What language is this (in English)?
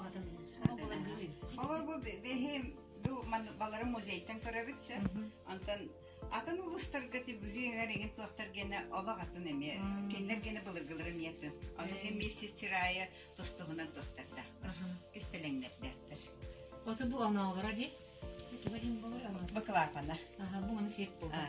Yakut